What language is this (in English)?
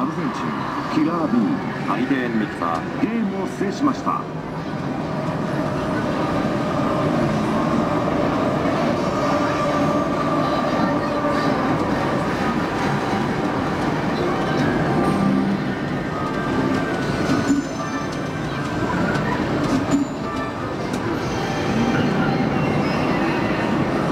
Japanese